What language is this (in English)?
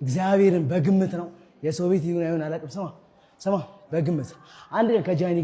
Amharic